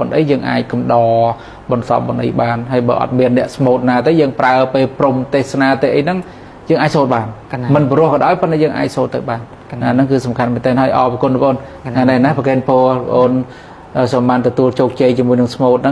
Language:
Khmer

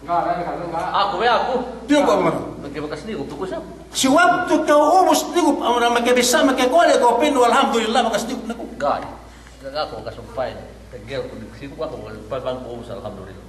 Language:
Yakan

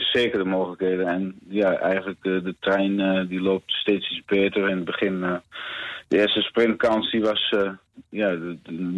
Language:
Dutch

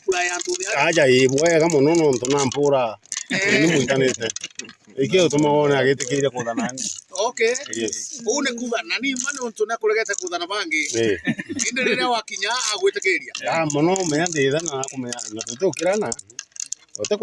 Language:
Meru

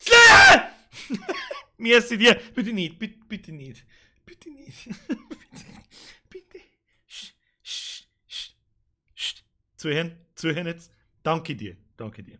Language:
Bavarian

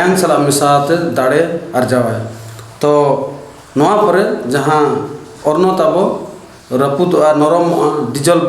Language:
Santali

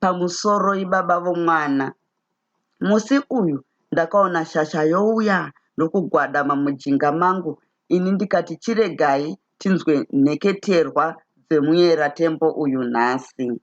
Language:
Shona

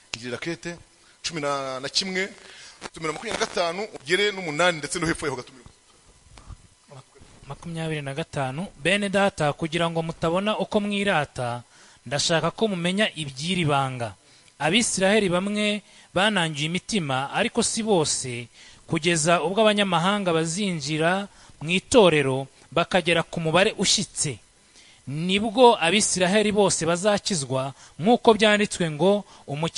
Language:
Kinyarwanda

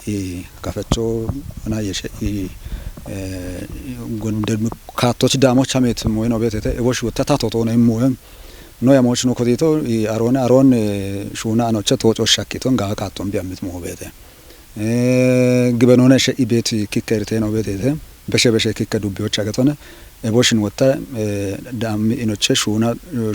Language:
Kafa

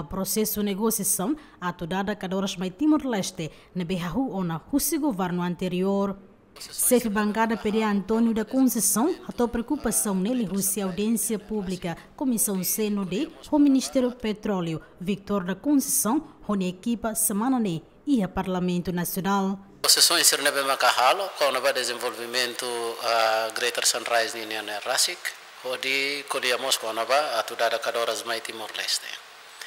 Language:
Tetum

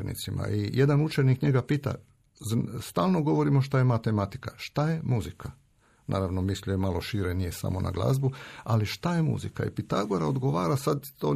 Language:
Croatian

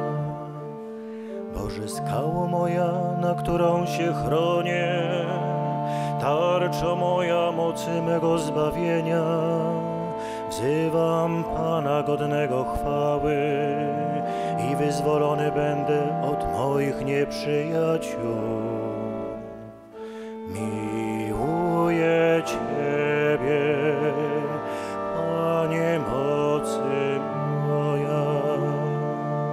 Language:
Polish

